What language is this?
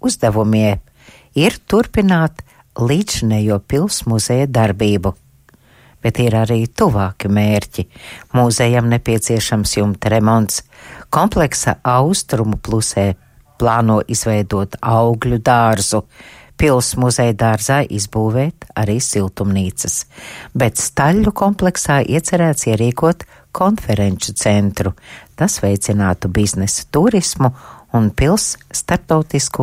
Latvian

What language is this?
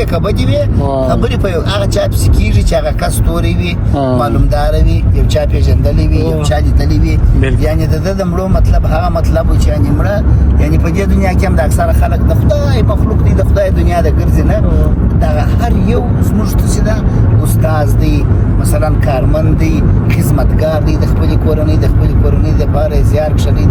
Pashto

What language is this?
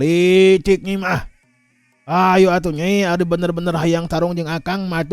Sundanese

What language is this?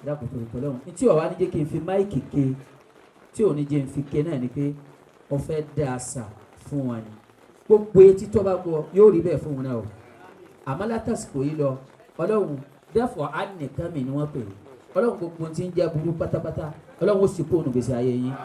Yoruba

